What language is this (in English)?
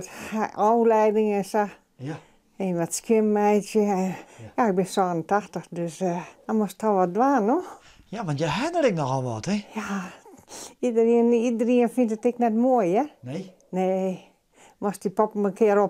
Western Frisian